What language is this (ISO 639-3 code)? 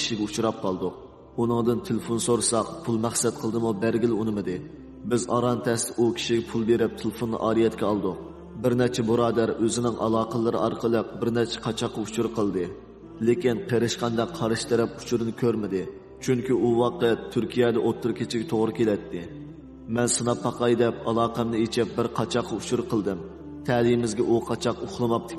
uig